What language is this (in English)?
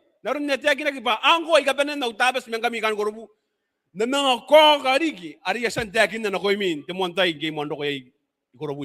Gilbertese